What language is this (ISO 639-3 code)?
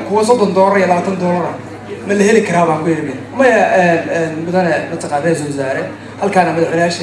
som